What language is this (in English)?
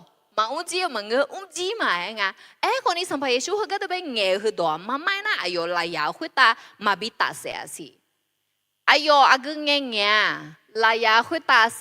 Akha